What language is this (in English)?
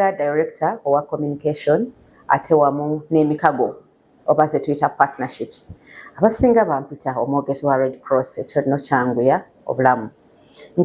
Ganda